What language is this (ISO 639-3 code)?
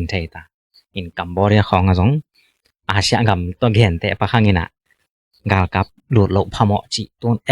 ctd